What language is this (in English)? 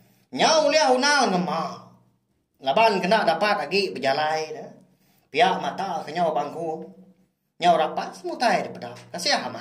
Iban